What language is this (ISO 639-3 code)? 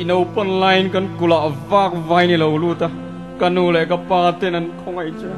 cnh